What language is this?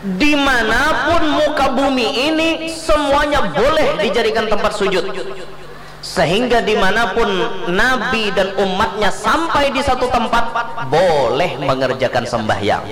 Banjar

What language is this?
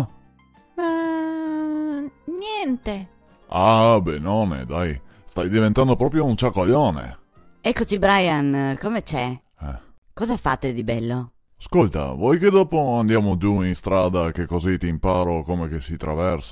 Venetian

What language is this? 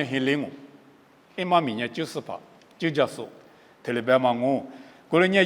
Lisu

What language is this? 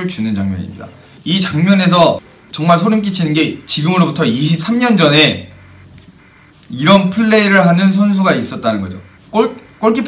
Korean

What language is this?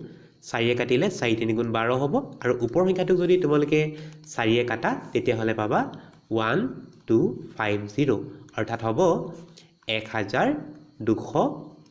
Assamese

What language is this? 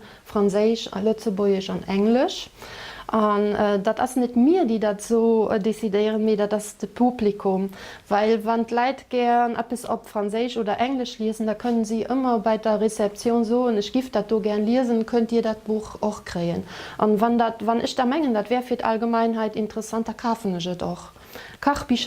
Luxembourgish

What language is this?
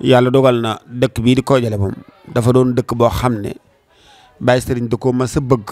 Wolof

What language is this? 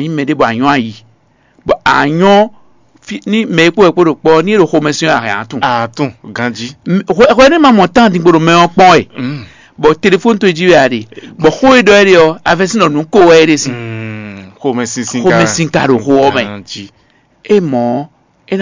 Fon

